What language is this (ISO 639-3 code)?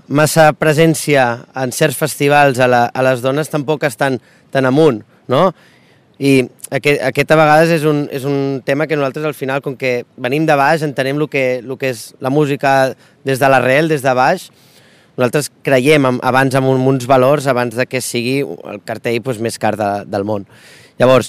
cat